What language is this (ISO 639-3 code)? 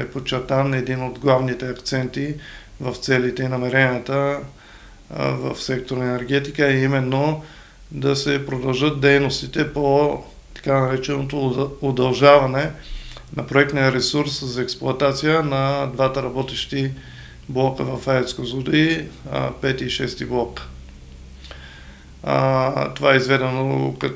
bul